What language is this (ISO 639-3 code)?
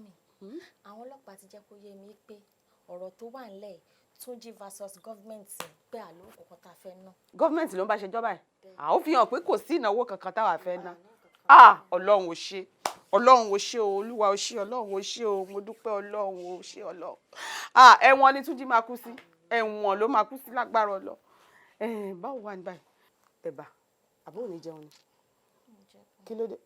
yor